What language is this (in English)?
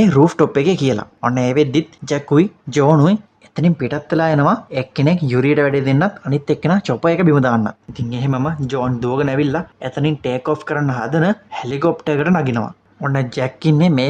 Sinhala